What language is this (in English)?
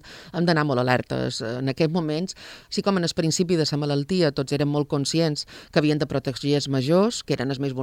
Catalan